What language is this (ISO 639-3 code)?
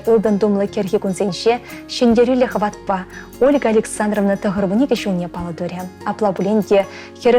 chv